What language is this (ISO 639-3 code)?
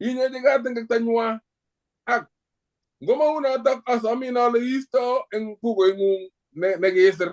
kln